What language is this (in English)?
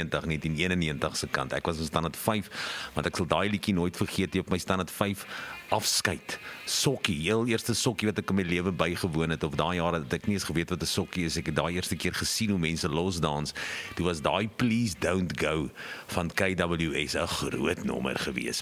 Afrikaans